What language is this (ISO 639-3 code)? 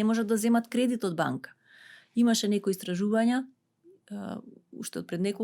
mkd